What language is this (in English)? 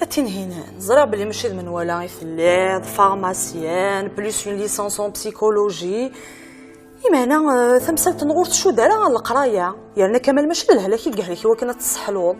Kabyle